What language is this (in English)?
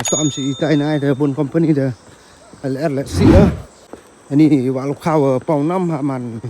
Khasi